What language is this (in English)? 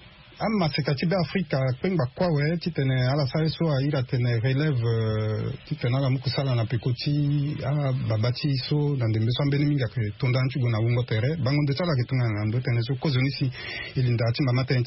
Sango